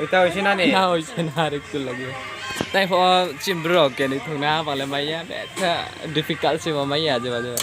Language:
Riang (India)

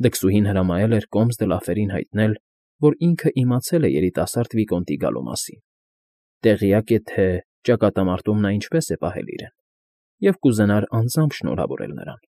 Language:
Armenian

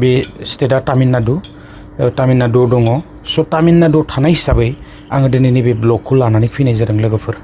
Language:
Bodo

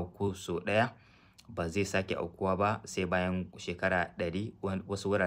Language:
Hausa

